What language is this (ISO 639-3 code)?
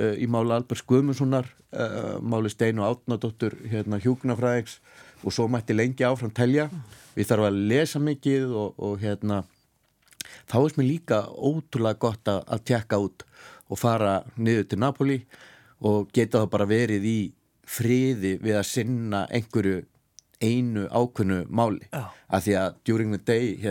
isl